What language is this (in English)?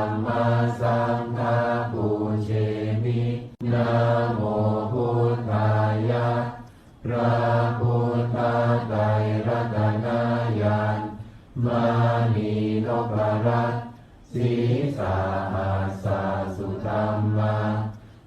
Pali